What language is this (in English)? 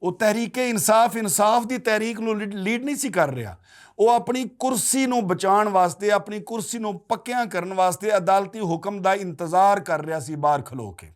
Western Panjabi